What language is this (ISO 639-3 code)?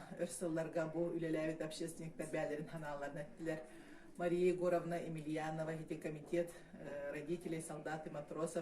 sah